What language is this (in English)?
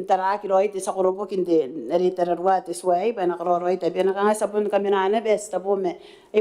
Gilbertese